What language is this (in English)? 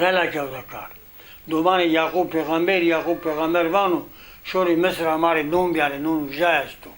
Zaza